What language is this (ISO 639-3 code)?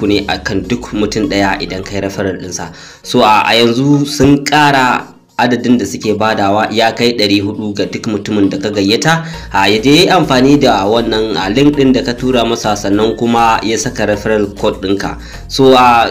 hau